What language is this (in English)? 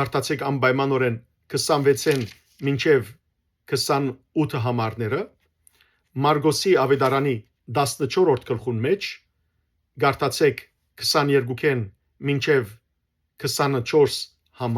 Western Armenian